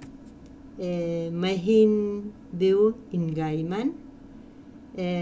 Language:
Welsh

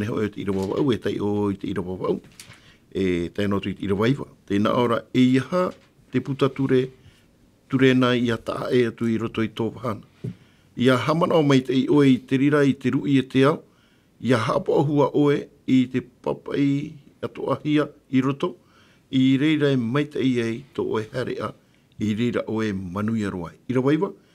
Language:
Tahitian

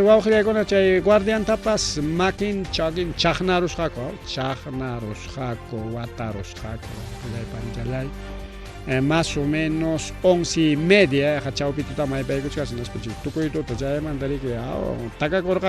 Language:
Ayacucho Quechua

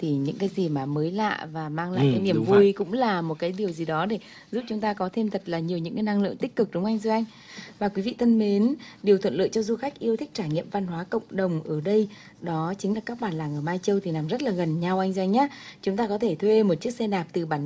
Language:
Vietnamese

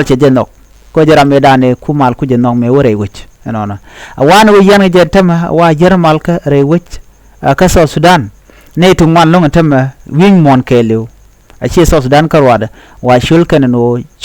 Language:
Nuer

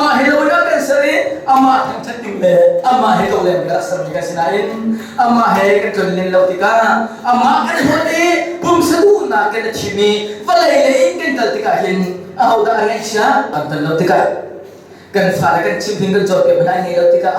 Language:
Hakha Chin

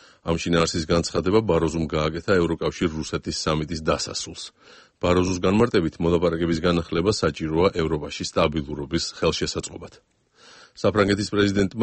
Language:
Georgian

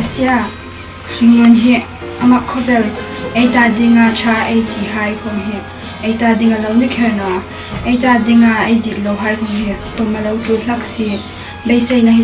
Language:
Hmar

